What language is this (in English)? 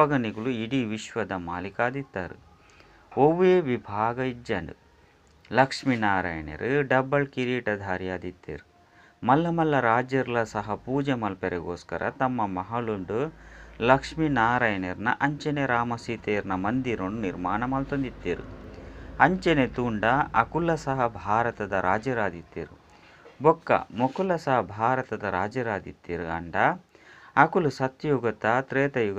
Tulu